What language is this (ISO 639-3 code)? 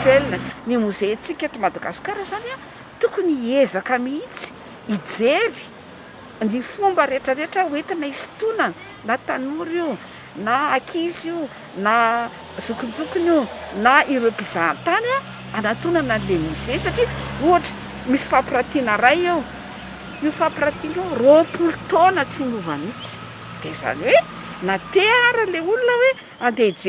mlg